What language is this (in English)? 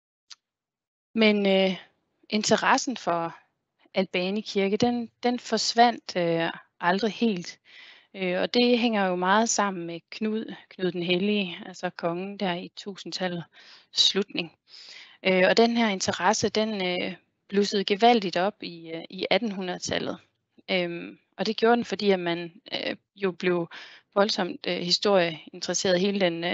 Danish